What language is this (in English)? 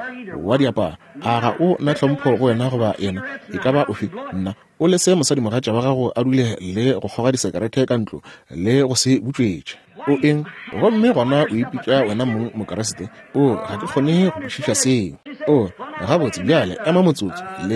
Northern Sotho